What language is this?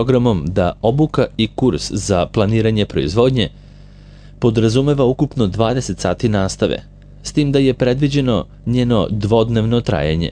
Serbian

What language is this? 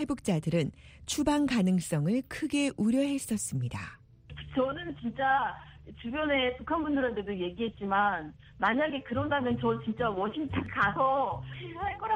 Korean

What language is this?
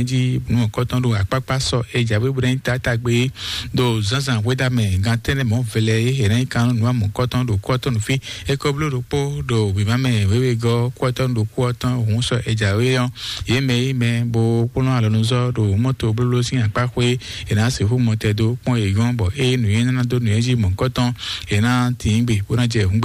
Fon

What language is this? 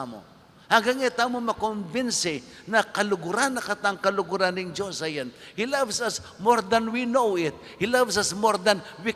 Pampanga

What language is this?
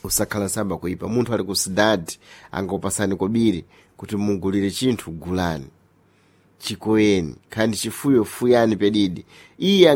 Sena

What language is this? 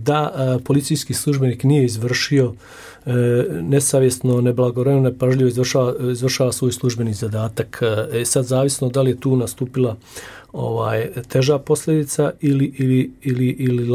Bosnian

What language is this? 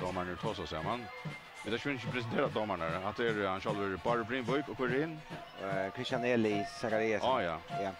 Faroese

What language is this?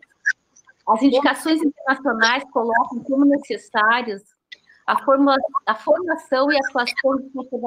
Portuguese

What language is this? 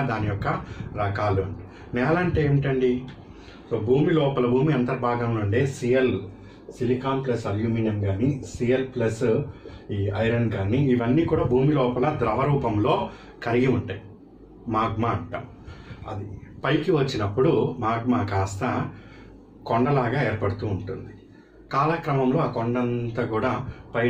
Telugu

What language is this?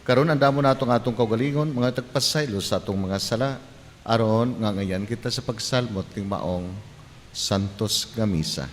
Cebuano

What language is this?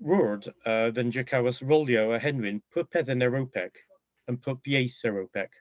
Cornish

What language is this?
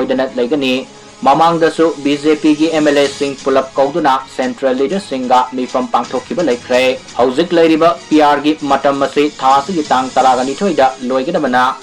Manipuri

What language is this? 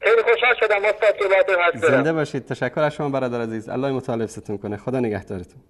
Persian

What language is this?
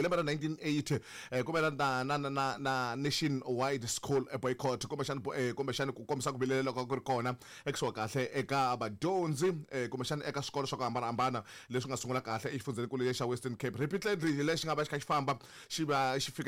Tsonga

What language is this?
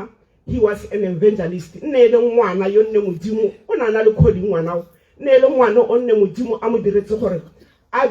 Tswana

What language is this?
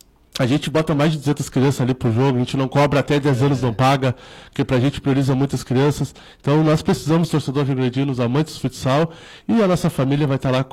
Portuguese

